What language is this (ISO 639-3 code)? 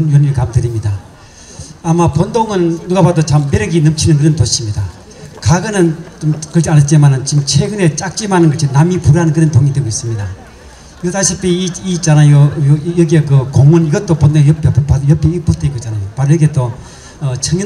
kor